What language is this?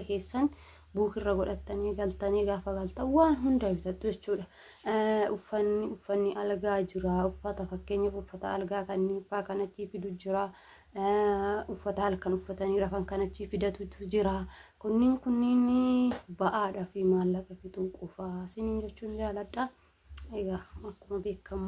Oromo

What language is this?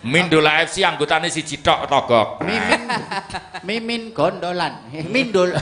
Javanese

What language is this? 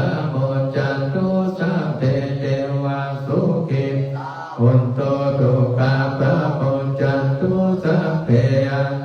Pali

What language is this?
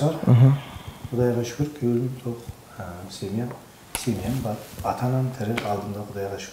Kara-Kalpak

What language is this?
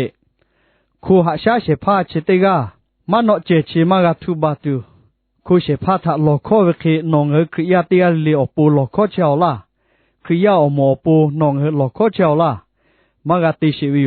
Lahu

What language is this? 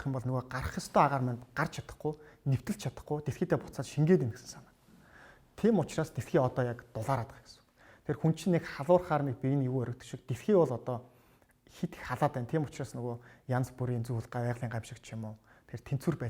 Mongolian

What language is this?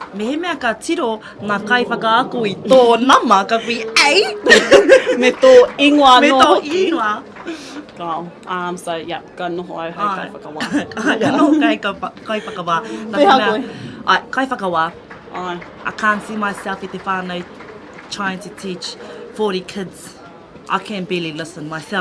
Māori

